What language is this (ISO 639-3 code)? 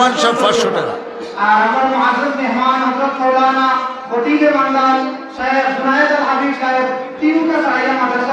syl